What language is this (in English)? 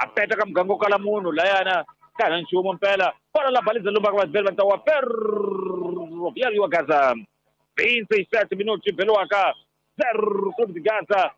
Tsonga